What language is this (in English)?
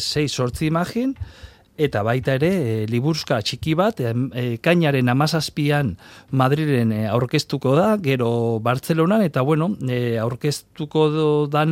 Basque